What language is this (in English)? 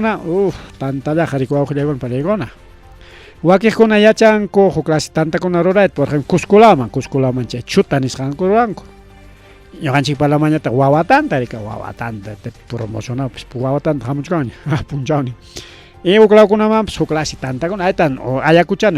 Ayacucho Quechua